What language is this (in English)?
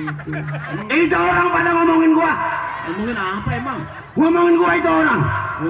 Betawi